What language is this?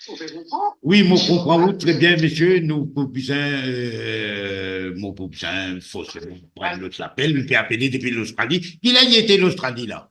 Morisyen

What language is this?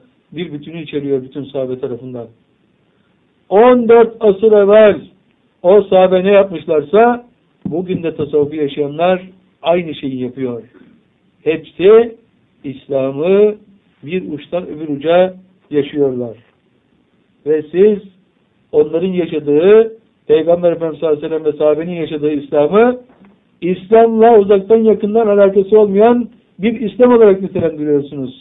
Turkish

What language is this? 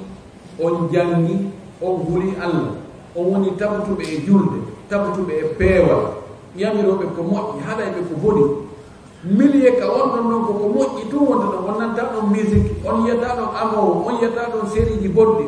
Fula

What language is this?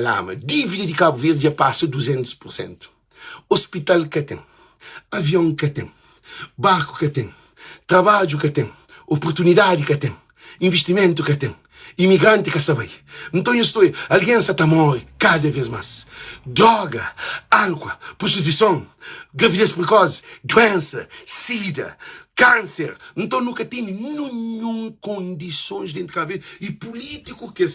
Kabuverdianu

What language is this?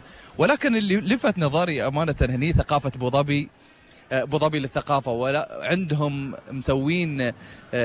Gulf Arabic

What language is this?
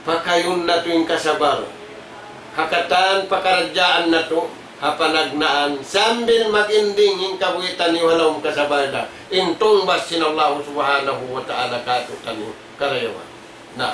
Tausug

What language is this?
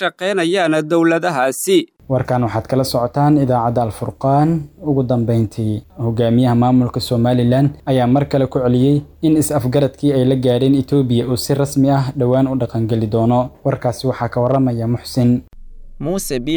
Somali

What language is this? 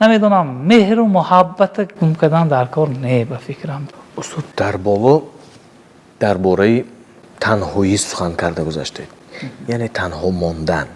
Tajik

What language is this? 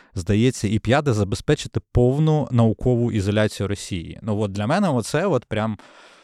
Ukrainian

